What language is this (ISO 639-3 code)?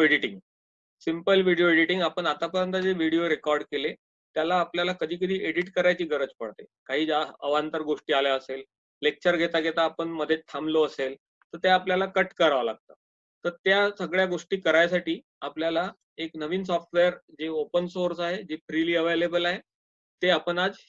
mar